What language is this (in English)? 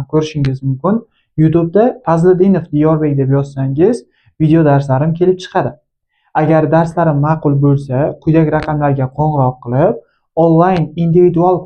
Uzbek